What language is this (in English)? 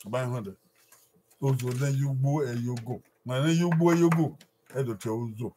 Bini